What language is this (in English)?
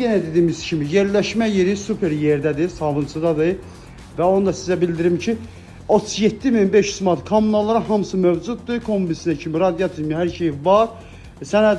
Azerbaijani